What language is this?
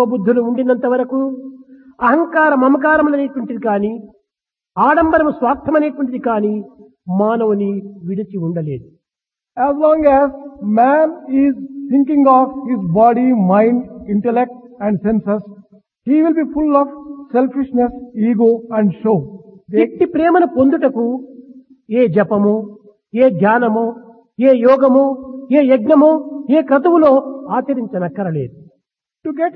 Telugu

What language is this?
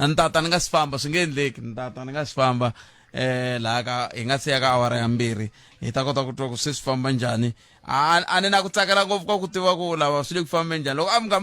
Tsonga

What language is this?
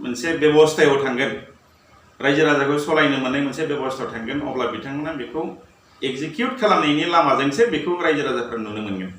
Bodo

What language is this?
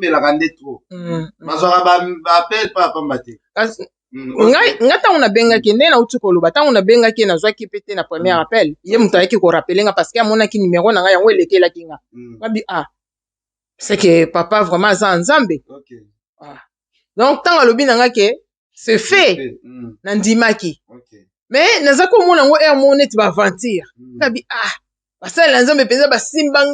Lingala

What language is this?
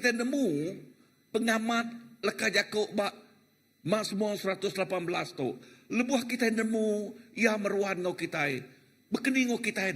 Iban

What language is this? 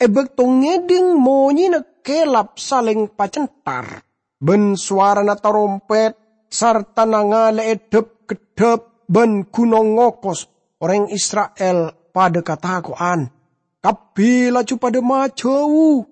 Madurese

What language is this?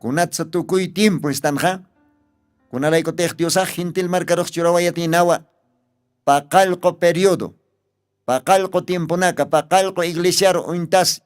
Aymara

